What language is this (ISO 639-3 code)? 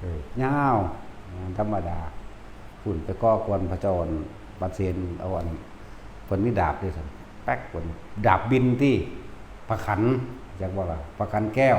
tts